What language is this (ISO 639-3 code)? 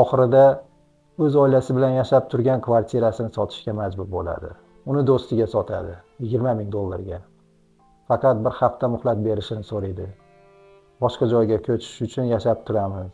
uzb